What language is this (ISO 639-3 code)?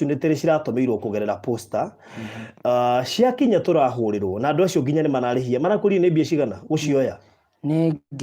kik